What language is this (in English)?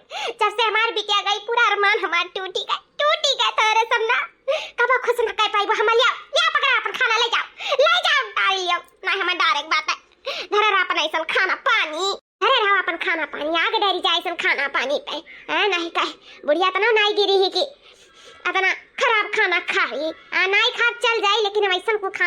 Awadhi